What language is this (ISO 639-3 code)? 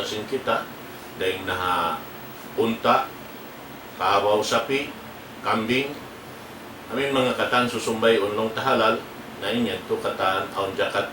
tsg